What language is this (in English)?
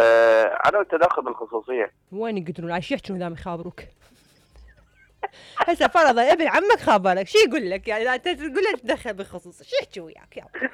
Mesopotamian Arabic